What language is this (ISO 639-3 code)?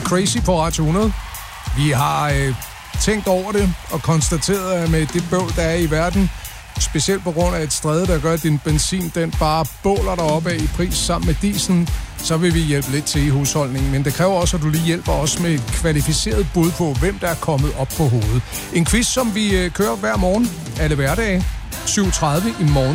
dan